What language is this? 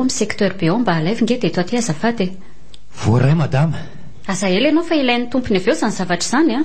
Malagasy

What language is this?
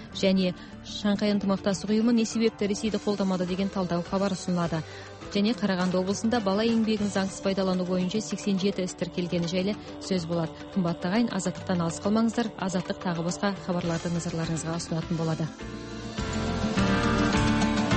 Kazakh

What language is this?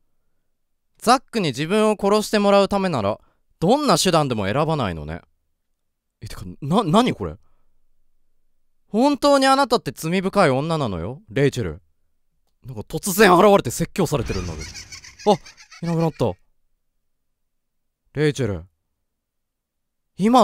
Japanese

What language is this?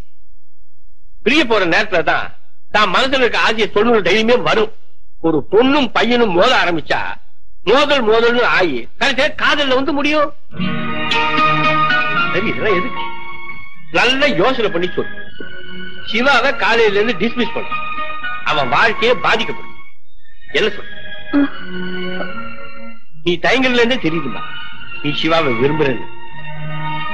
Tamil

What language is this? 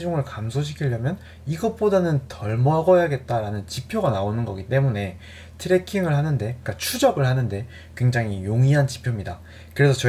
Korean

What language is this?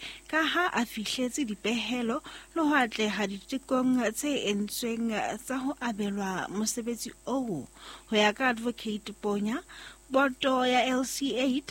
Southern Sotho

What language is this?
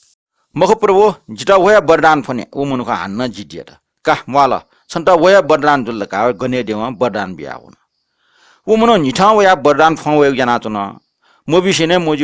Newari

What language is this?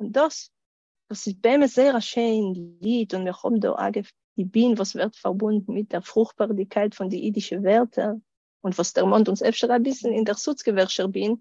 Yiddish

